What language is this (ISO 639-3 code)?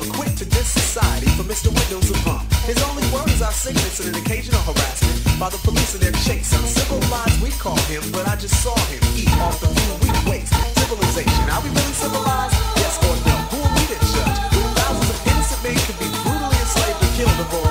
eng